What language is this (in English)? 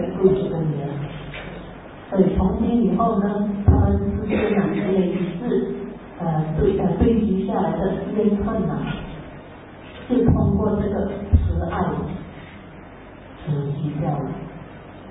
Chinese